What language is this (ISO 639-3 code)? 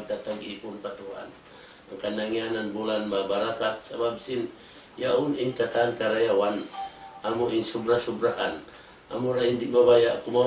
tsg